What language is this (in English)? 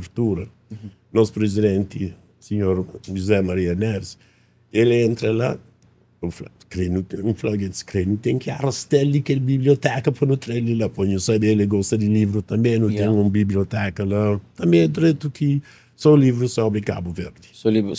Kabuverdianu